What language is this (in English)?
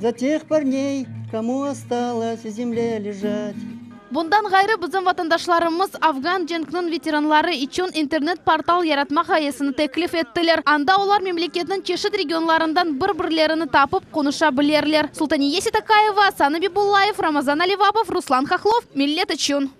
Crimean Tatar